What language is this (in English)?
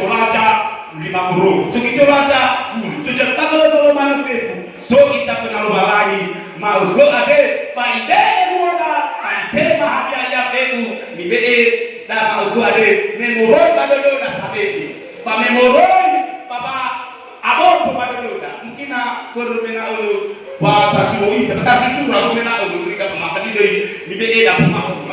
Nias